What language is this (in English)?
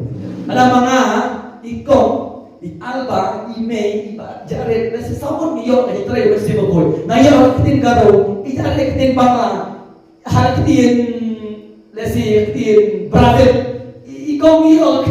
Khasi